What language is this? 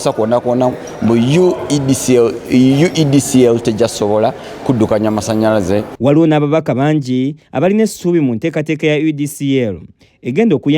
Ganda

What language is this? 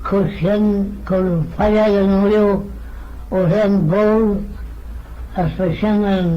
Manx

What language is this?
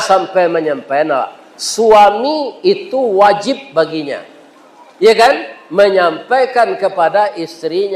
Minangkabau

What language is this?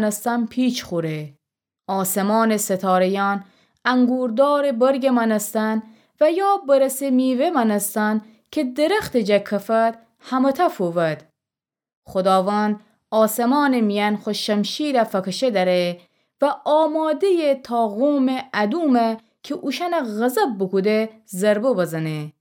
Gilaki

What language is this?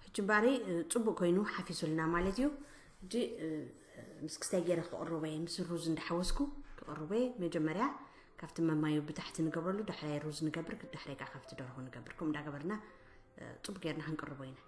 Tigrinya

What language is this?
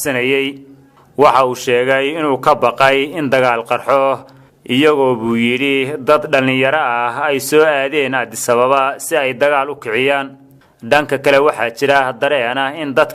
Somali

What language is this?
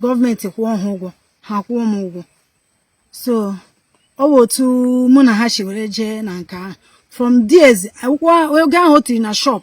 Igbo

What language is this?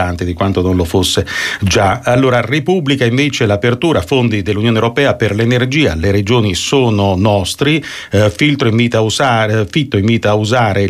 Italian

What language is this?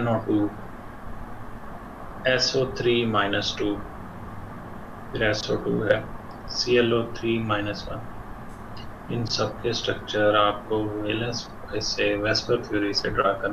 Hindi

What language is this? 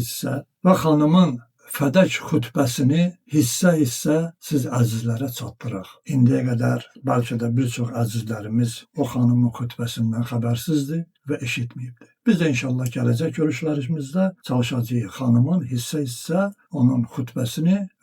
Azerbaijani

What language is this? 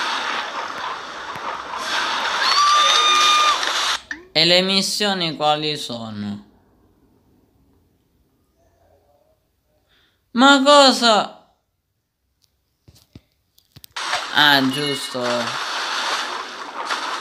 Italian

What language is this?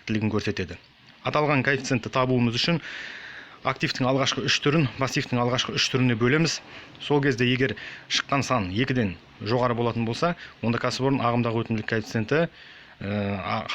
Kazakh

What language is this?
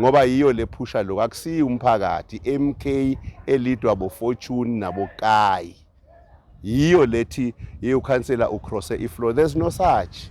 Zulu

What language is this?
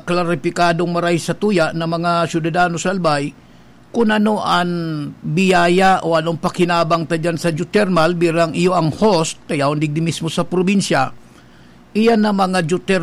Bikol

